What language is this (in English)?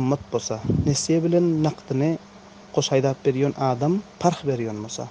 Turkmen